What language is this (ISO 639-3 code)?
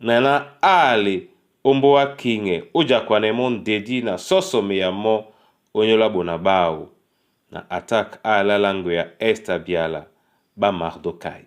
dua